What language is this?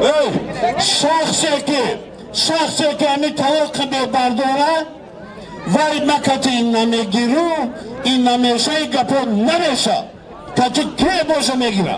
Tajik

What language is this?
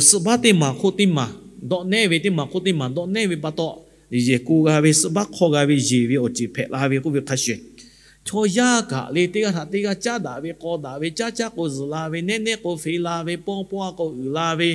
Lahu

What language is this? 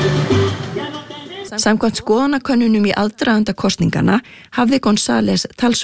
Icelandic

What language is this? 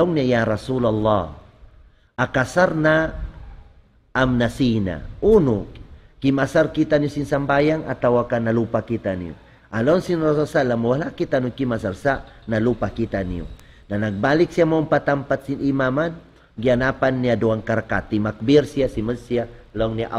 Tausug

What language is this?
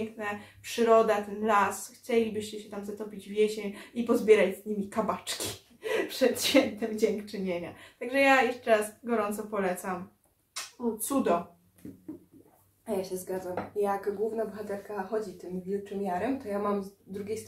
Polish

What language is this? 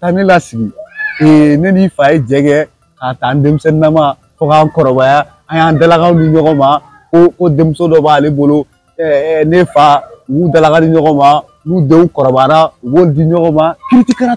Bambara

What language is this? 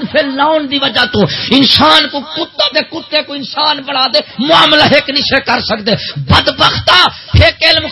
Saraiki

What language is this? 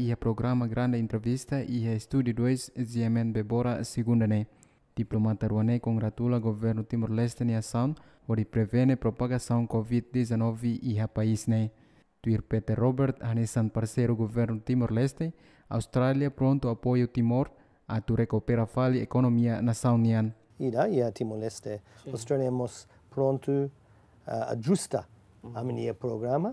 Tetum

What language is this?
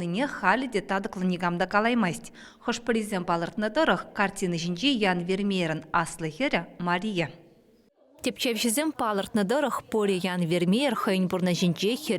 Chuvash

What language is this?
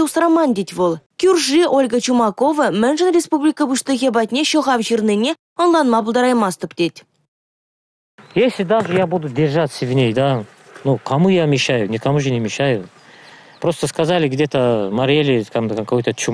Chuvash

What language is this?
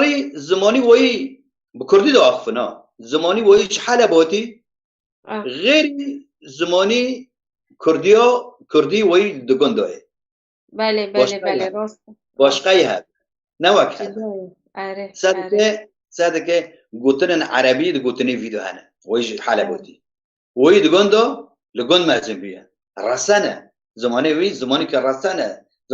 Kurdish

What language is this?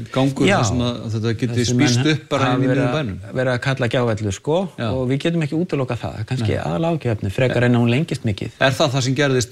Icelandic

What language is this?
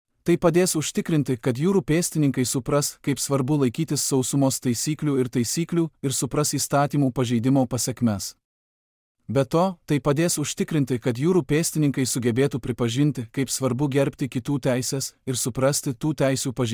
Lithuanian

